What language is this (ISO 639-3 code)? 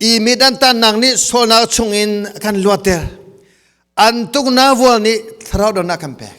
cnh